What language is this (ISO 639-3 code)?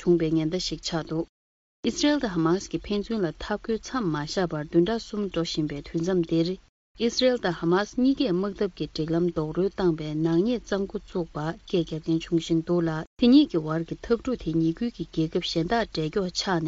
bod